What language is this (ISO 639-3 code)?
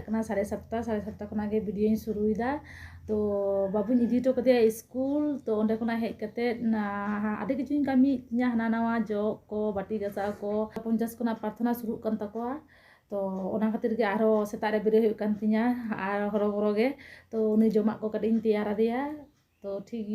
sat